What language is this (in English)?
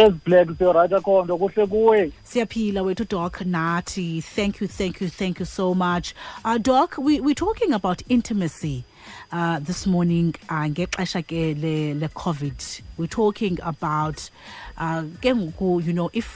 Xhosa